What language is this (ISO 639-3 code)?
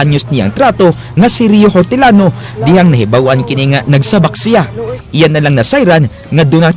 ceb